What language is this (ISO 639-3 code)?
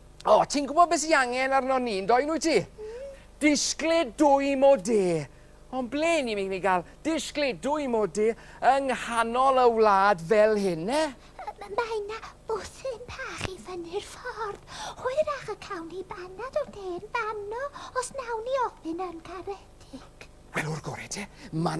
cym